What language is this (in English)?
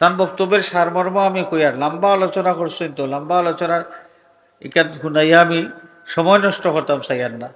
Sylheti